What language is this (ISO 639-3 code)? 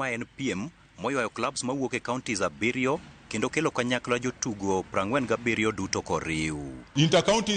luo